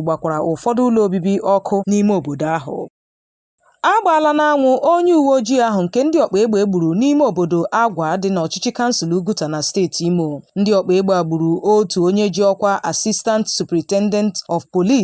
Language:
Igbo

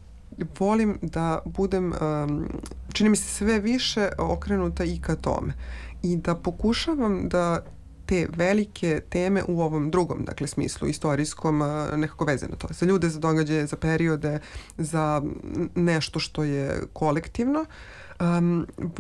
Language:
Serbian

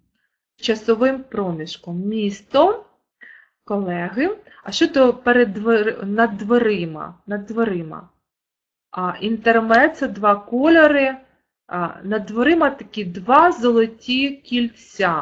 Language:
Ukrainian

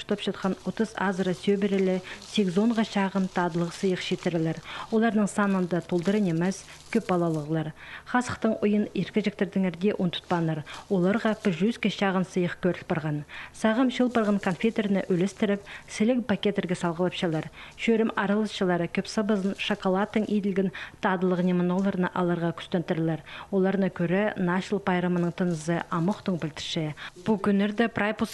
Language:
Khakas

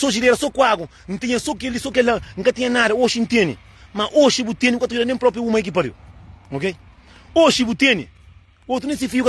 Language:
Kabuverdianu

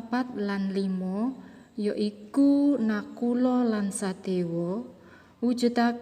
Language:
Javanese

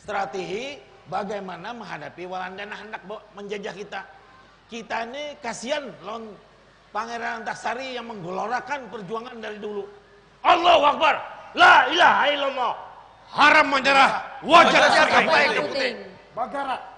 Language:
Banjar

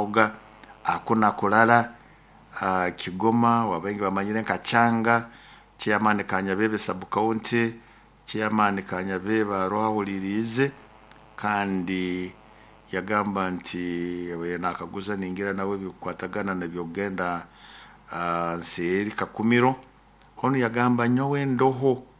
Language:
Nyoro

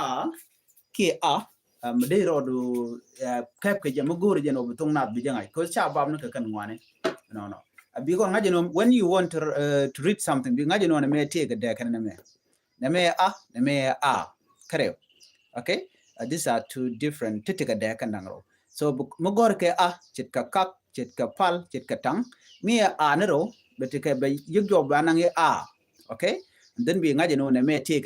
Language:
Nuer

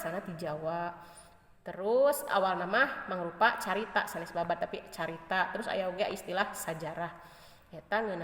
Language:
Sundanese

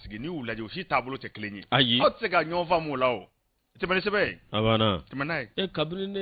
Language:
Bambara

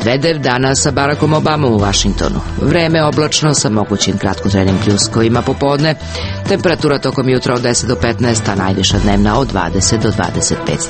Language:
Serbian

